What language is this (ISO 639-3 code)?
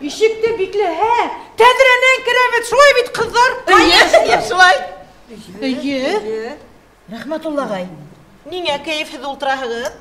bak